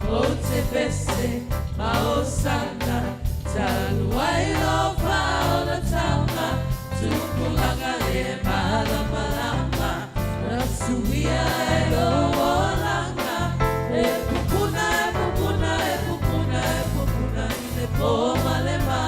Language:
Samoan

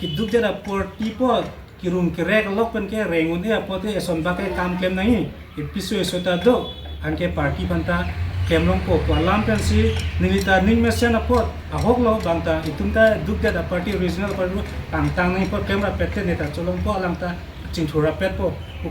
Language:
Karbi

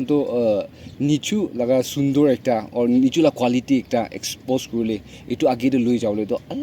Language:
Naga Pidgin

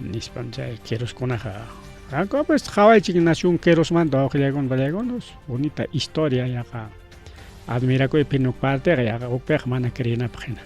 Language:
Ayacucho Quechua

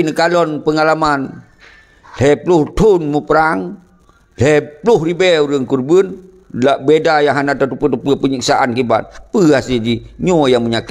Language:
Achinese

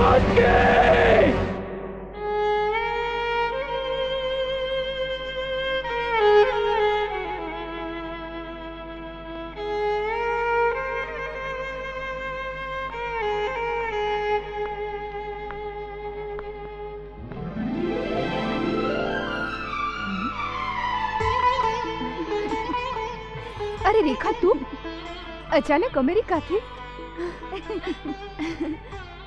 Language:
Gujarati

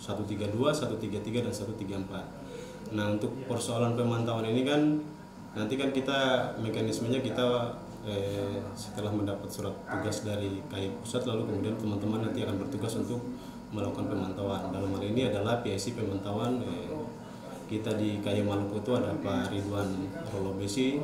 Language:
Indonesian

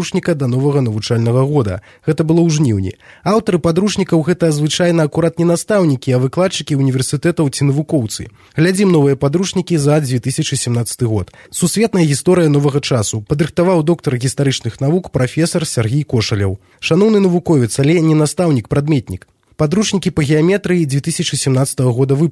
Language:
Belarusian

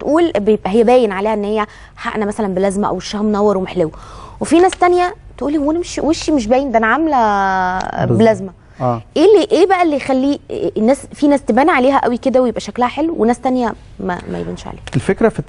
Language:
Egyptian Arabic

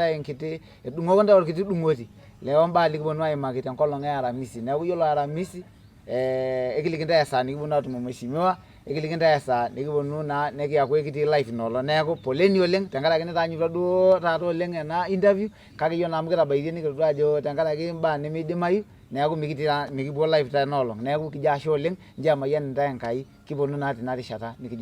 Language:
Masai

